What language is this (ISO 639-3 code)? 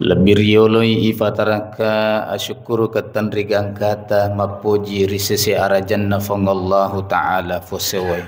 bug